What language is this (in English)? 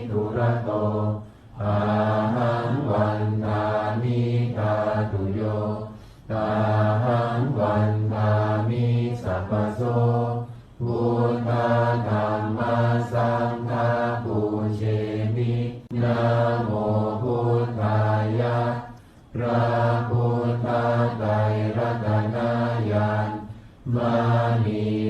Pali